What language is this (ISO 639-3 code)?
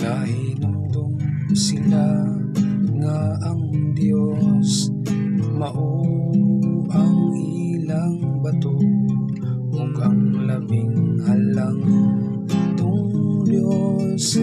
ceb